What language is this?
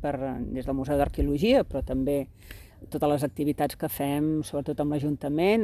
Catalan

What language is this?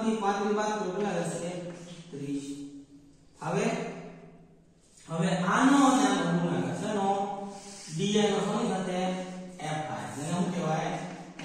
Gujarati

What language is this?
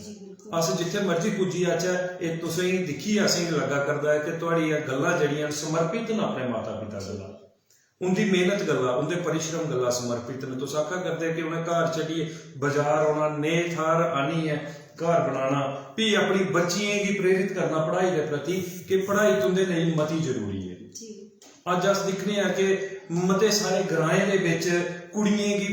Dogri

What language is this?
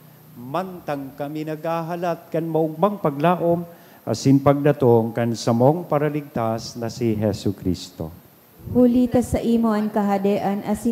Bikol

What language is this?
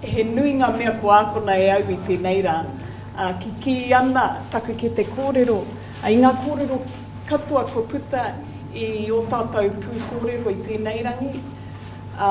Māori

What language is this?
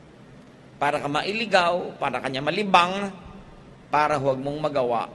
Filipino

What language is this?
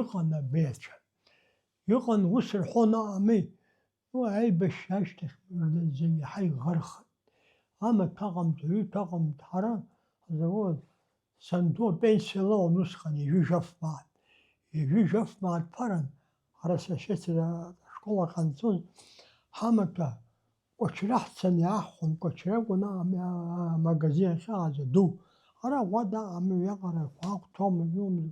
Abkhazian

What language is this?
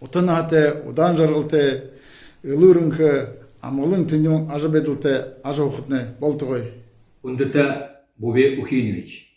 Buriat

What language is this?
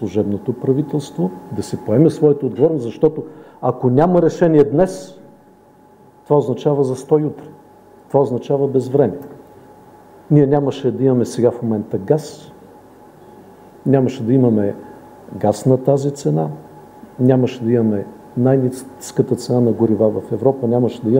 Bulgarian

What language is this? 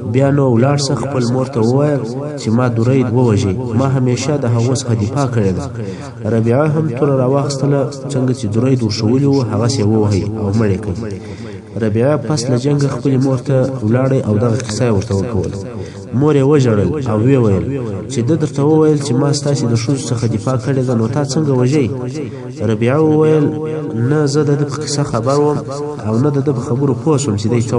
Pashto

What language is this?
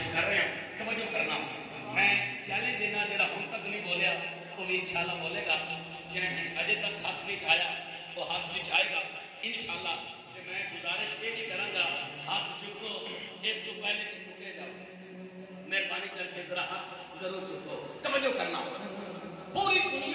Urdu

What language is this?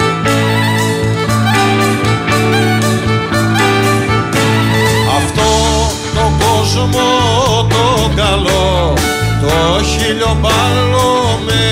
Greek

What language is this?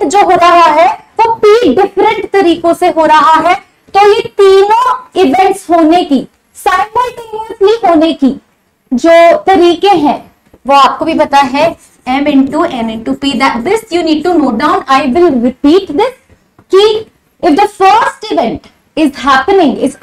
Hindi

